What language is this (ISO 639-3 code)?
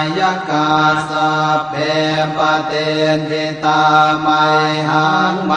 pli